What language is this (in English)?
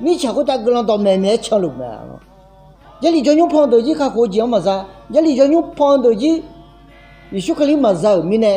Akha